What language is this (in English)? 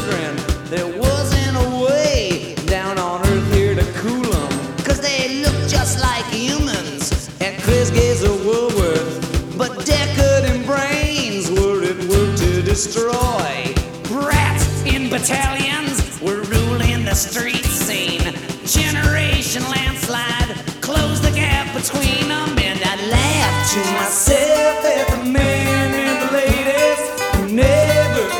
English